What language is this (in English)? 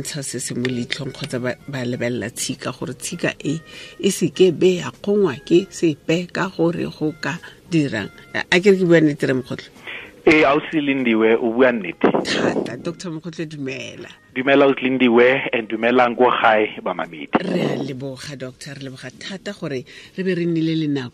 Tswana